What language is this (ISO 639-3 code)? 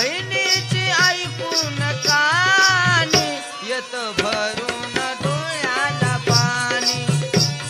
mar